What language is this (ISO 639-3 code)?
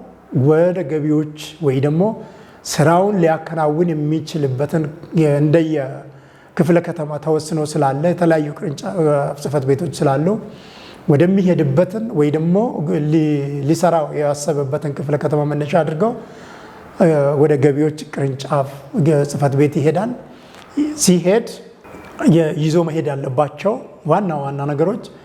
amh